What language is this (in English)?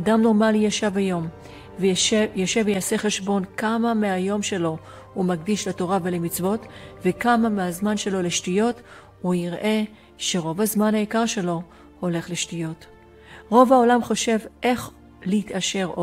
Hebrew